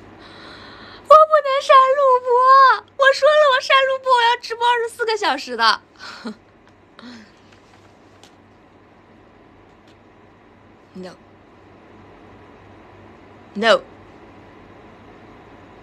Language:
Chinese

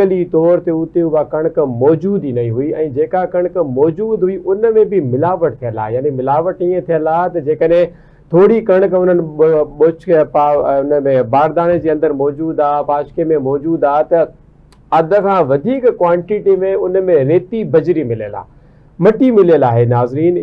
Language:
Sindhi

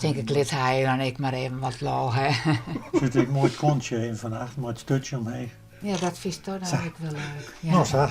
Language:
Western Frisian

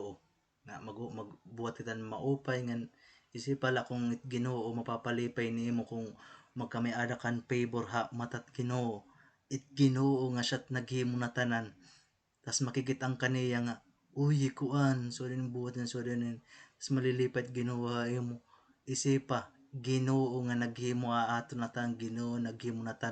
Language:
Waray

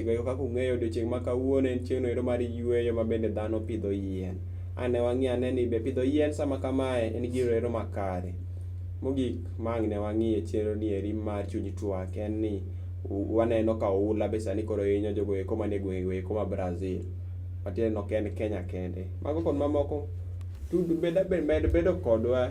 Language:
Luo (Kenya and Tanzania)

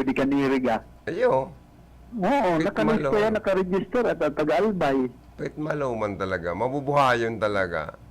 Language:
Bikol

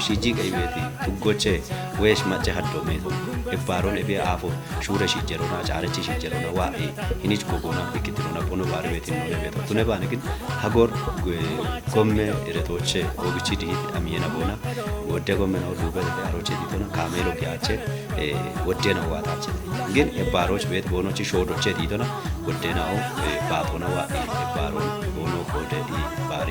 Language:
Kafa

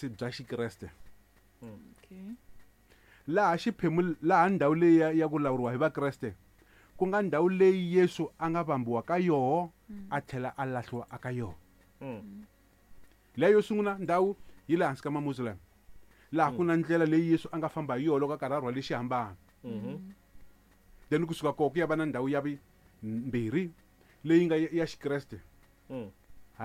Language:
Tsonga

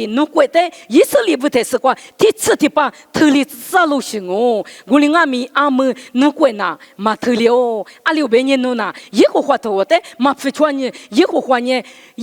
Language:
Lisu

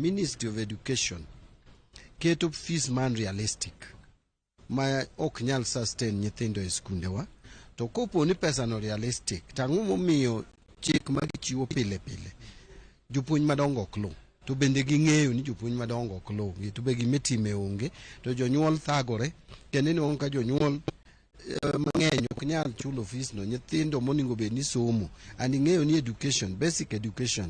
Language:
Luo (Kenya and Tanzania)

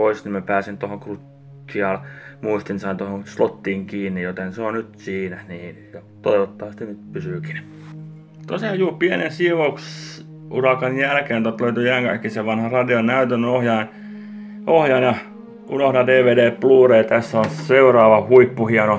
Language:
Finnish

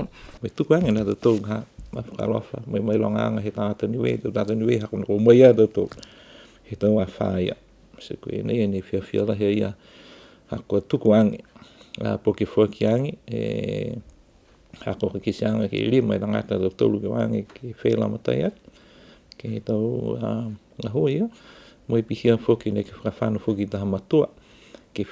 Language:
Niuean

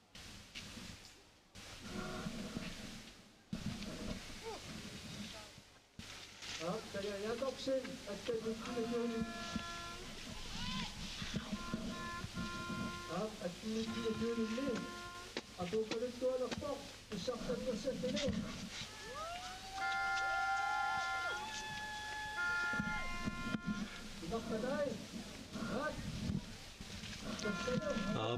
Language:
Danish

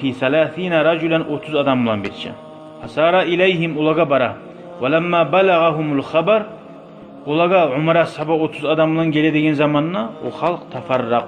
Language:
Kumyk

